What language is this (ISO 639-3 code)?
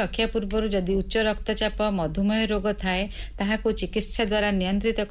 ori